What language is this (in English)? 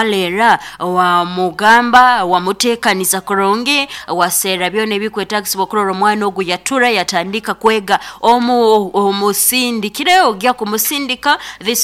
Nyoro